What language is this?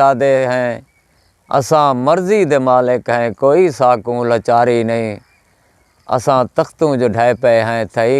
Saraiki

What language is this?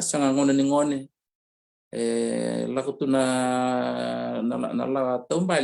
Fijian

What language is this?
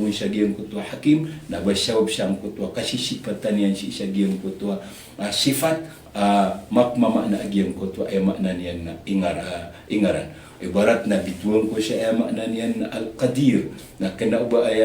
Maranao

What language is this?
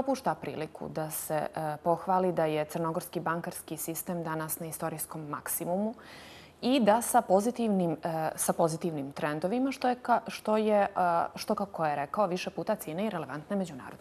Bosnian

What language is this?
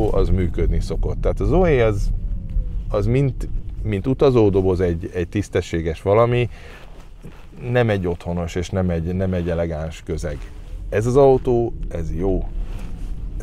Hungarian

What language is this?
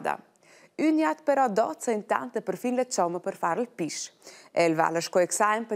Romansh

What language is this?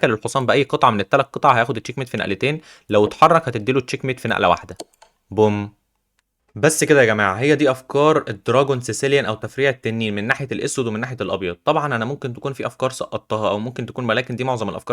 Egyptian Arabic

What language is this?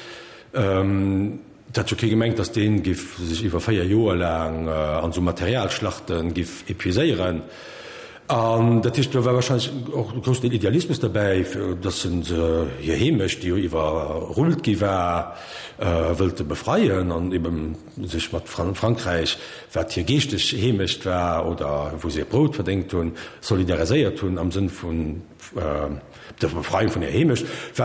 Luxembourgish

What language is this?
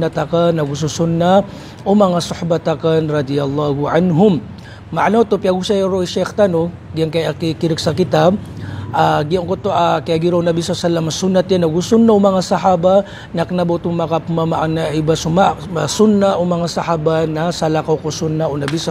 Maranao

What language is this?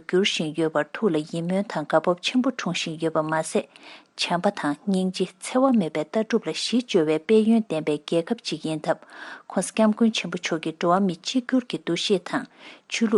Tibetan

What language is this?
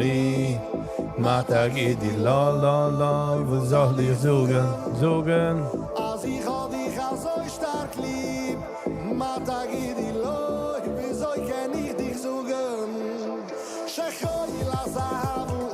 Yiddish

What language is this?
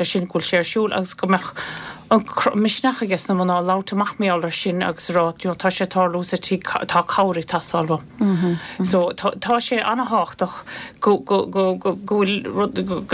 Irish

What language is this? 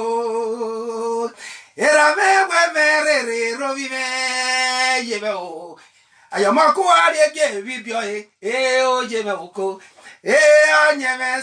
Bini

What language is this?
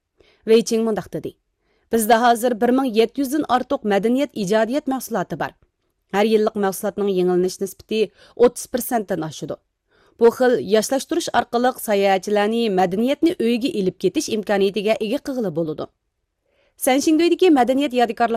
Uyghur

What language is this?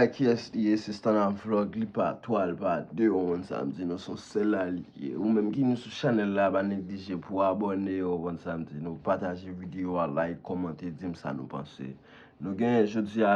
Haitian Creole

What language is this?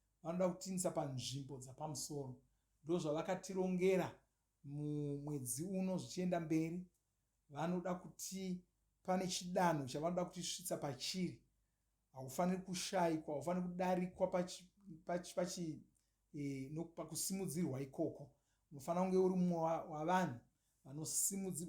Shona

